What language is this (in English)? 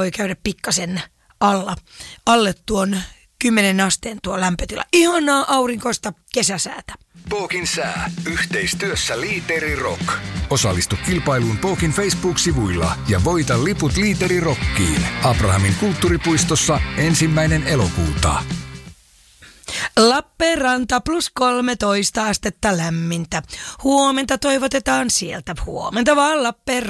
Finnish